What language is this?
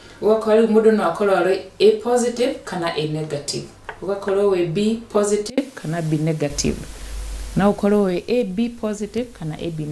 Kikuyu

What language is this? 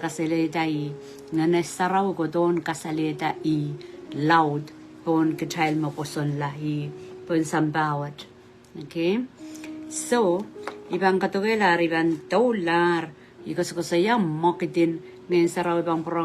Pohnpeian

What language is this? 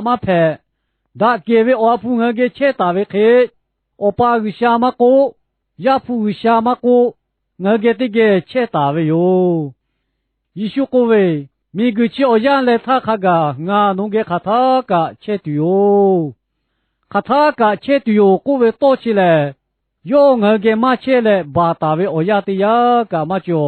Lahu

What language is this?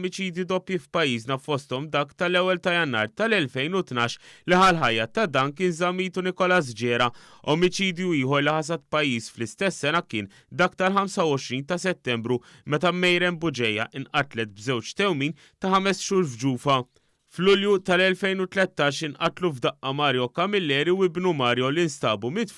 Maltese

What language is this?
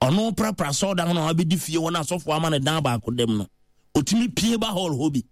Akan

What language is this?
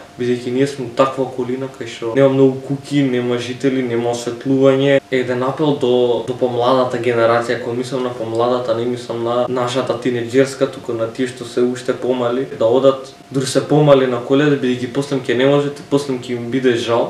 Macedonian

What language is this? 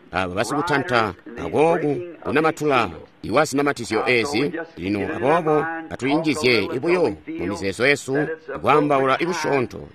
Tonga (Zambia)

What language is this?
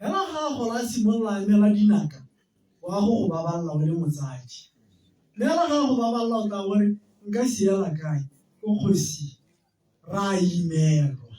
Tswana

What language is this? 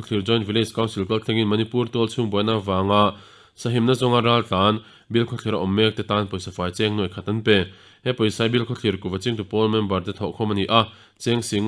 Mizo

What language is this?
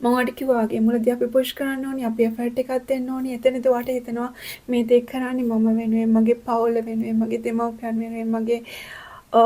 Sinhala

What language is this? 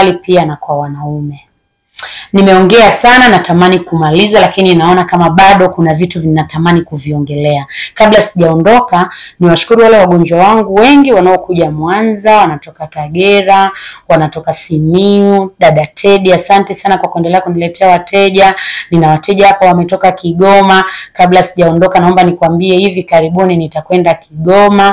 Swahili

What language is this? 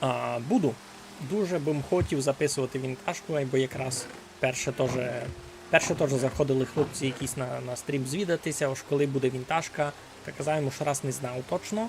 Rusyn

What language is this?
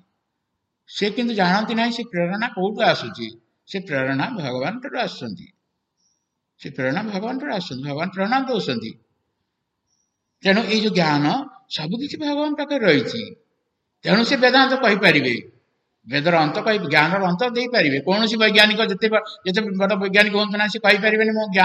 Odia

